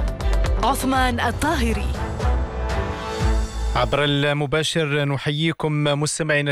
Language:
Arabic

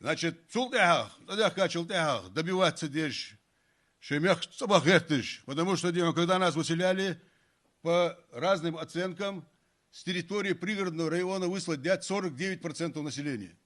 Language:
Ingush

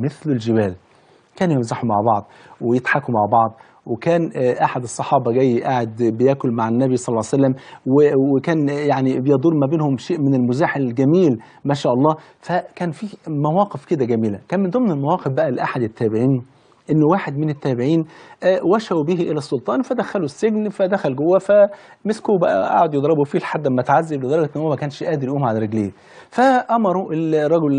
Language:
Egyptian Arabic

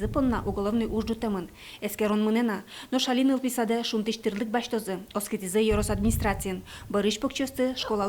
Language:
Udmurt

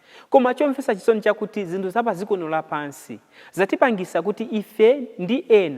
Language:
Nyanja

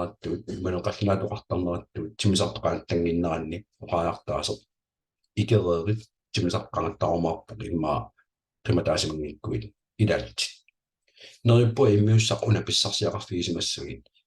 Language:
Kalaallisut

